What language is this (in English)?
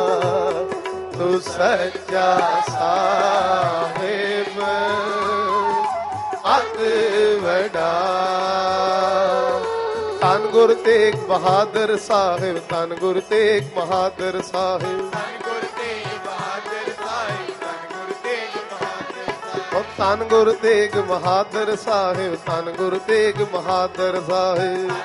Punjabi